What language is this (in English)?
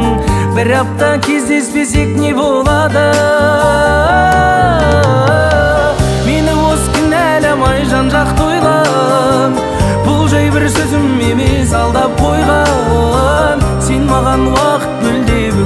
Kazakh